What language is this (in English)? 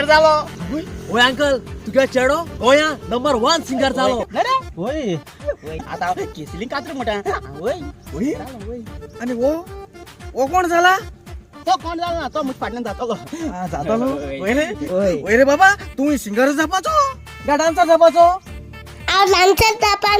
Konkani